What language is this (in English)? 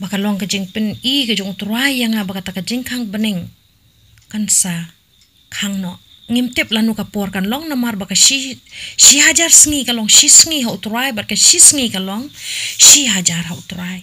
Khasi